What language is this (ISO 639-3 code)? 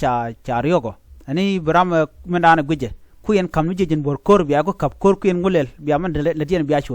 nus